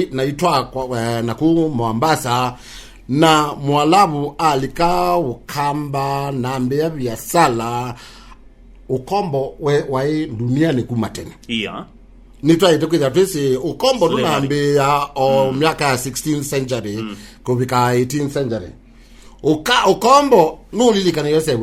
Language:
Kamba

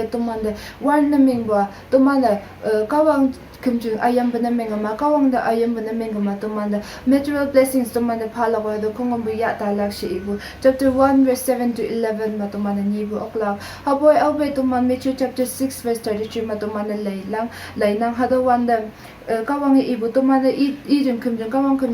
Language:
Konyak Naga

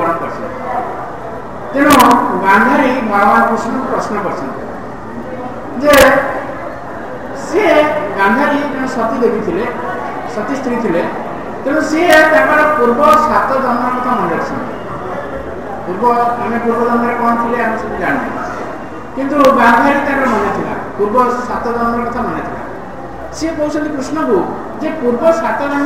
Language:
Odia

